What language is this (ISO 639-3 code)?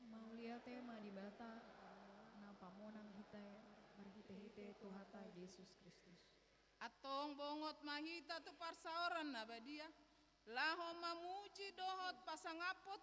bbc